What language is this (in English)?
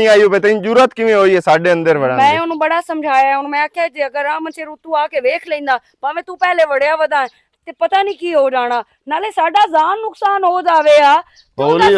Western Panjabi